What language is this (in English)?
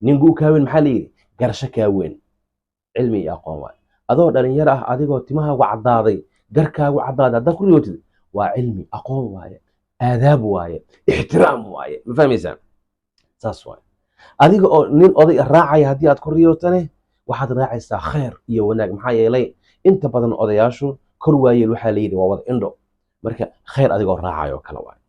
Somali